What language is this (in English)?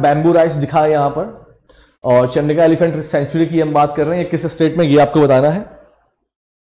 Hindi